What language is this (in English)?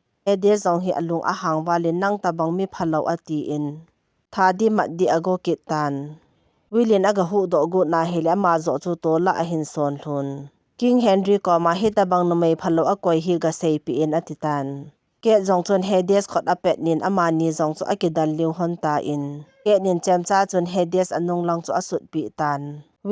Thado Chin